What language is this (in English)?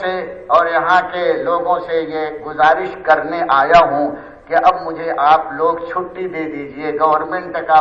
Urdu